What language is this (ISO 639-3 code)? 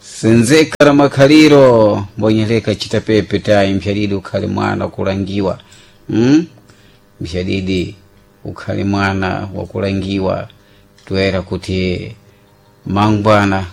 seh